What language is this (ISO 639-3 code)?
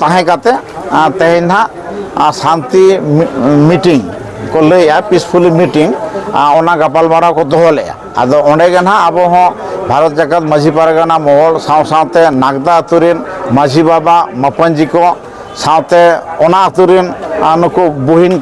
sat